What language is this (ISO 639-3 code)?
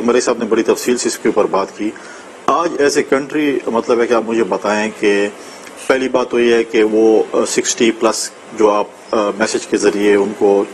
urd